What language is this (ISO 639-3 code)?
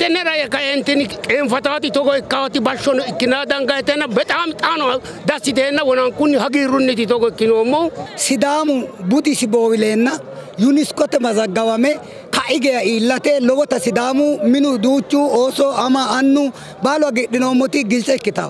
sid